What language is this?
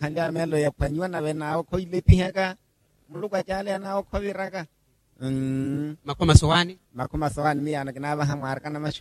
Makhuwa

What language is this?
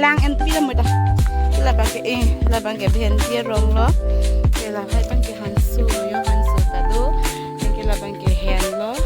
Karbi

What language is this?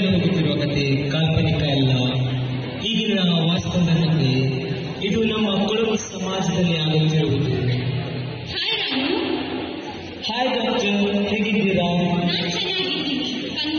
Kannada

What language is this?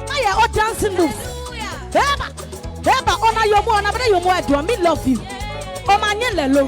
Adangme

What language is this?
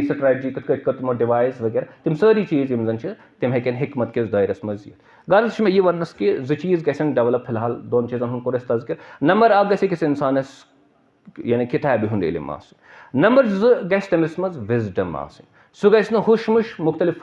Kashmiri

